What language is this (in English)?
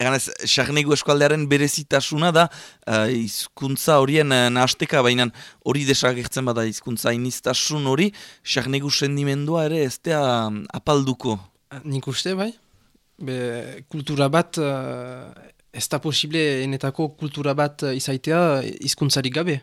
Basque